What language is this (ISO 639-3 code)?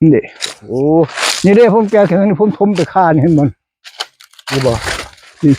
tts